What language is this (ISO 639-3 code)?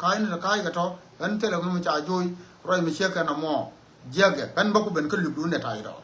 nus